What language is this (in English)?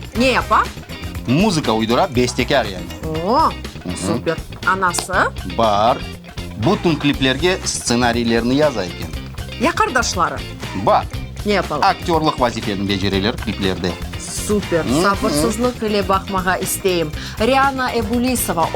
Crimean Tatar